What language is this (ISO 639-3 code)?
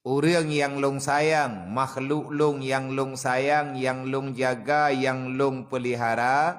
ace